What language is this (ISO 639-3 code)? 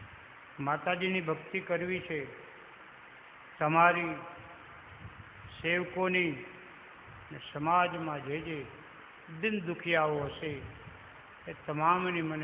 guj